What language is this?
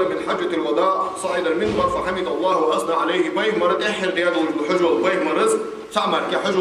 Ingush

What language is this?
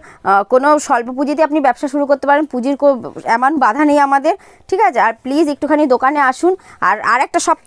Bangla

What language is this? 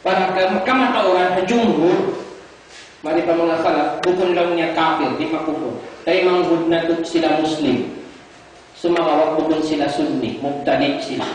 Tausug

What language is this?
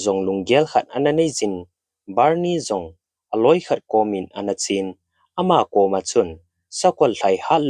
Thado Chin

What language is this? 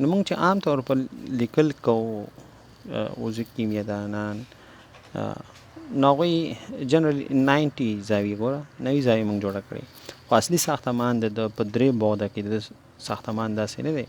Pashto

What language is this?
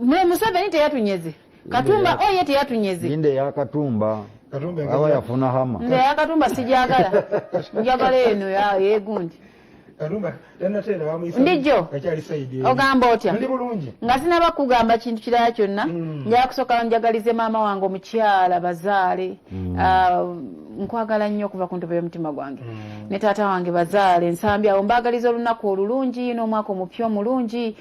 Ganda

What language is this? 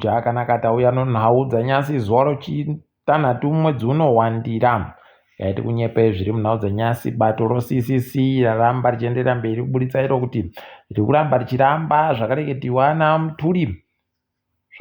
Ndau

